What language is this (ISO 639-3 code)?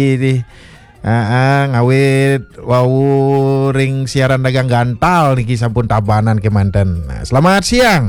ban